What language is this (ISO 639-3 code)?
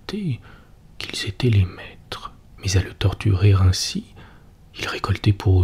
fra